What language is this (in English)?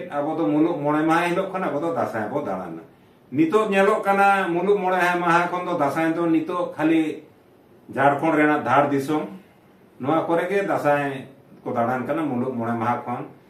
Santali